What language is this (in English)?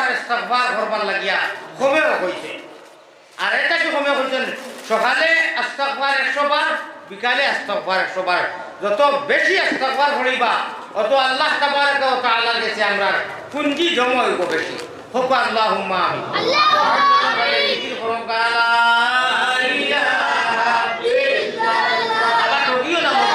Sylheti